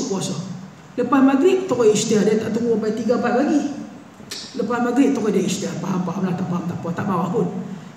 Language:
Malay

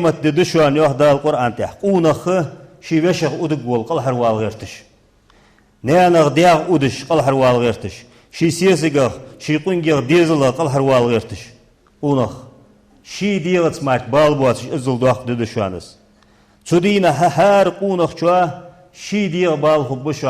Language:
Ingush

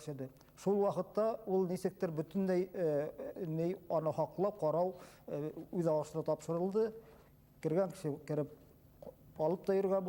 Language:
Bashkir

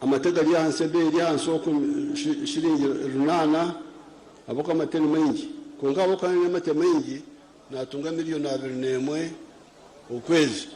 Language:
Nyankole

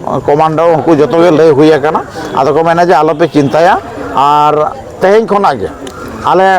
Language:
Santali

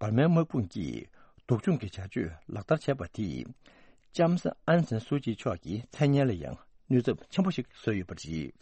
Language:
Tibetan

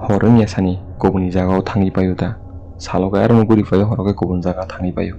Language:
Kok Borok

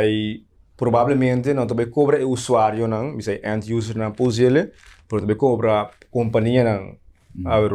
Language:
Papiamento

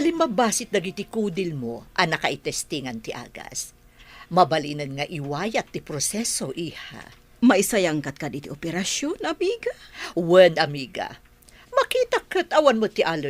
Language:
Iloko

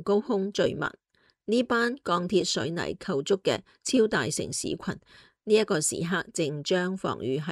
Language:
Cantonese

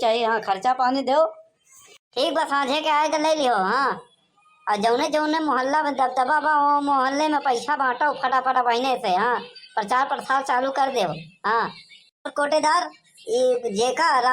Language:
Awadhi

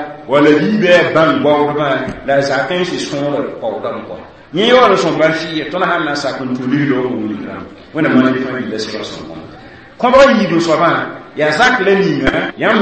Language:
Mossi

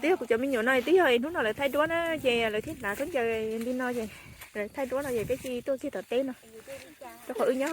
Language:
Hmong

